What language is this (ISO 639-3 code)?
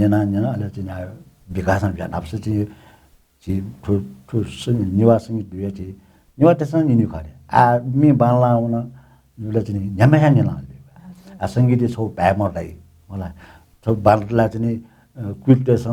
new